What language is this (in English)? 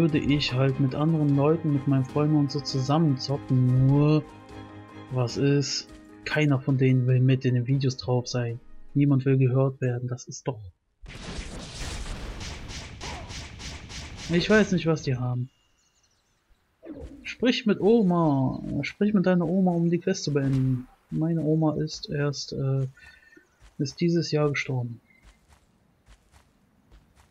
German